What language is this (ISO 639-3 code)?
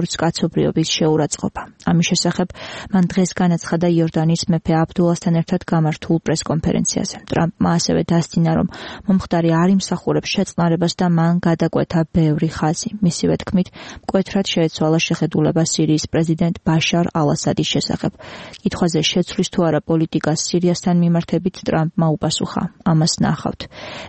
kat